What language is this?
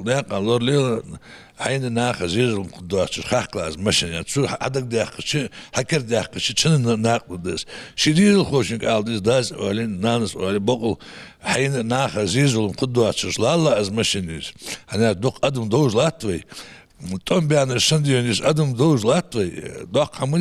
Ingush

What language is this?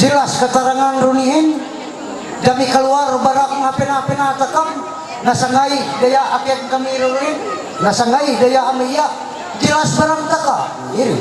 Ma'anyan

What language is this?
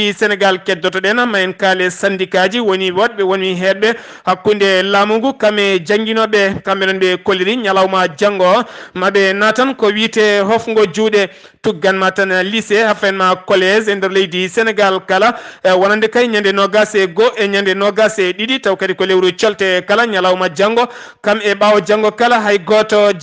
Fula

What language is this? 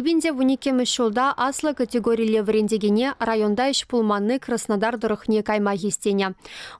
Chuvash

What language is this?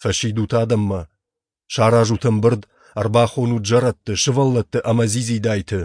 Ossetic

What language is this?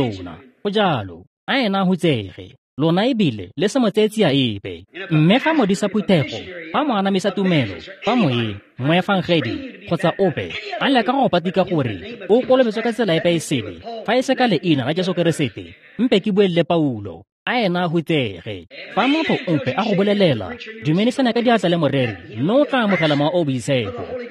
Tswana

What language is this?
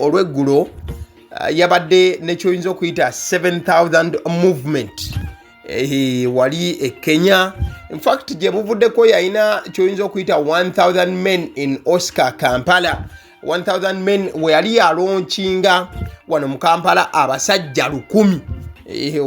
Ganda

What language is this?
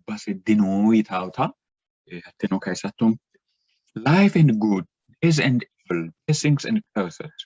Sidamo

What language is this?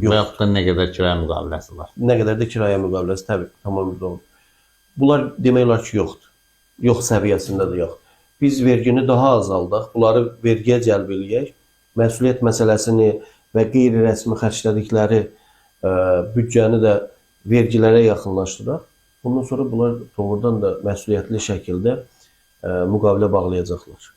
Azerbaijani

